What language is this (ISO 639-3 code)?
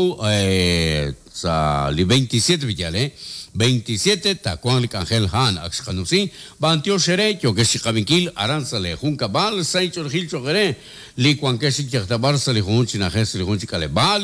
kek